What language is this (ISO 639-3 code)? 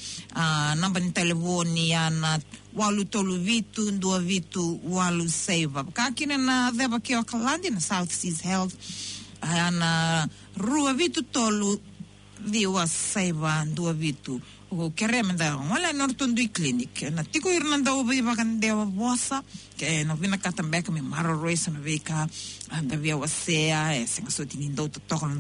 fij